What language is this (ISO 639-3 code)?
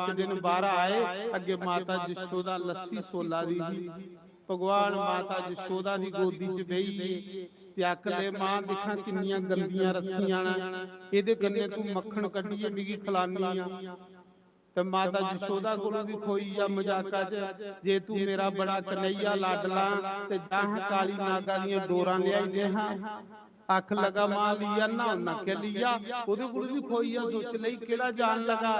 doi